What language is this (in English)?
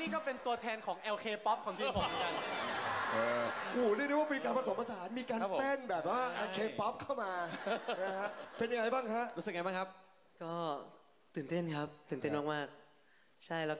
Thai